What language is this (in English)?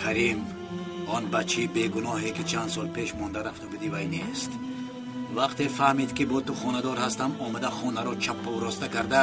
Tajik